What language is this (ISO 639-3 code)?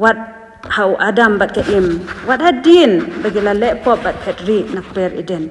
kha